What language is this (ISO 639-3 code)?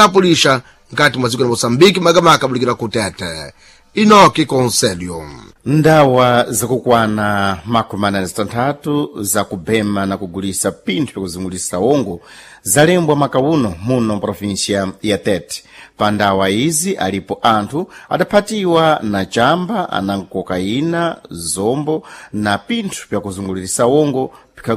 seh